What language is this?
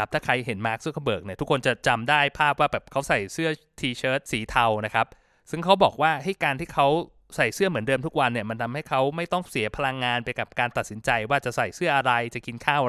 Thai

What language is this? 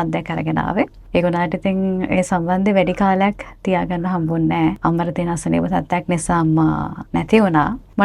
Sinhala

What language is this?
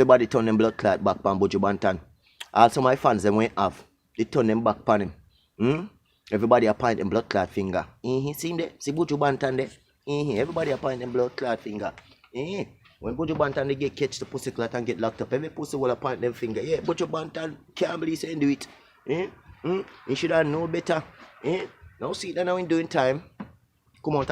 Jamaican Creole English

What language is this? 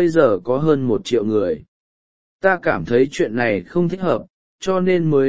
Vietnamese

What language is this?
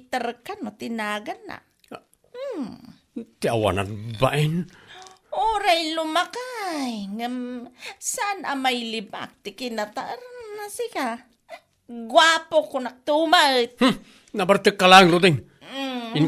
Iloko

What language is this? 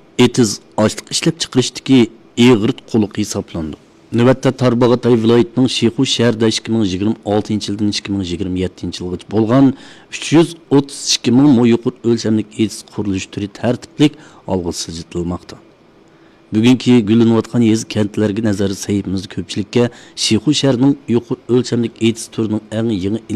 Uyghur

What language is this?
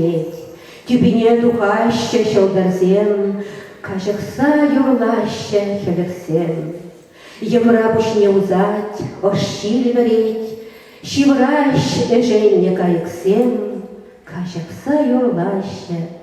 Chuvash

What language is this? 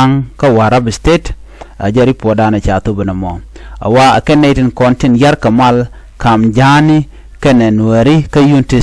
Nuer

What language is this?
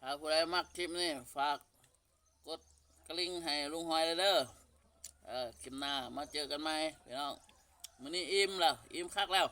Northeastern Thai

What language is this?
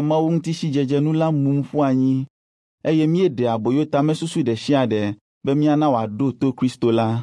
Ewe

